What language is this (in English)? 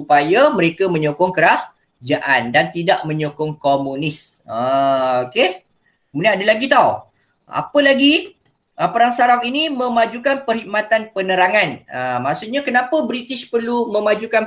Malay